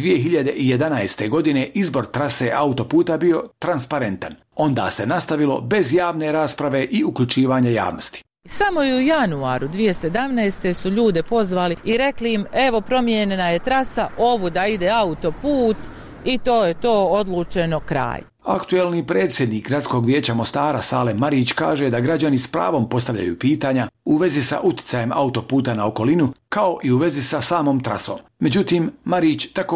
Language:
Bosnian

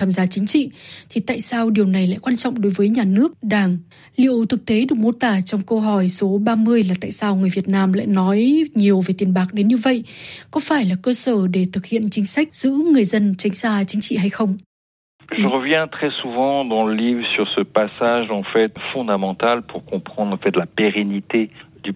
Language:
Vietnamese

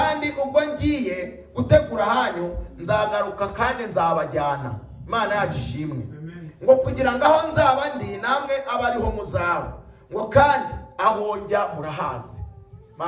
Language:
Kinyarwanda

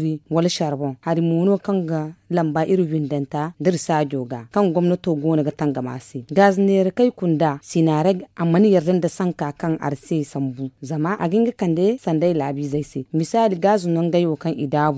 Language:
Zarma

